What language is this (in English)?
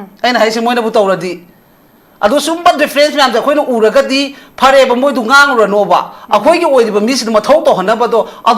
Manipuri